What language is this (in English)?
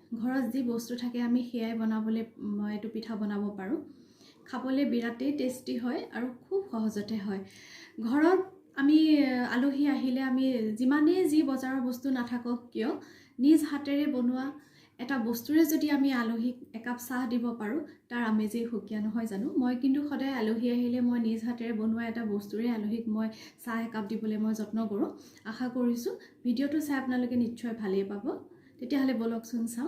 Assamese